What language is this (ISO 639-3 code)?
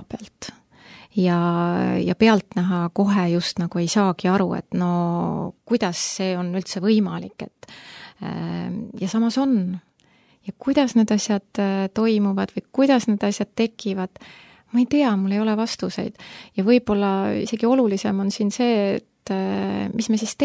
est